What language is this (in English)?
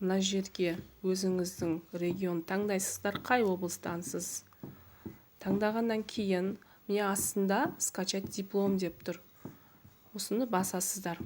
Kazakh